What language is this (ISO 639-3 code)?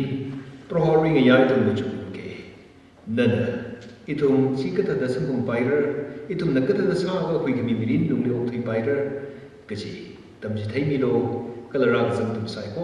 nmf